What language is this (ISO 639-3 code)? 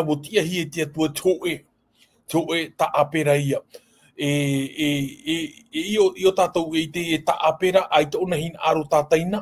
tah